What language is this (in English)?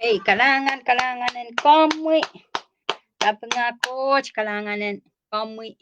Pohnpeian